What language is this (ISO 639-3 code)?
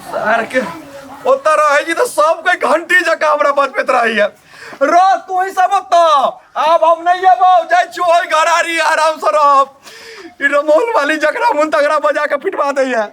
mai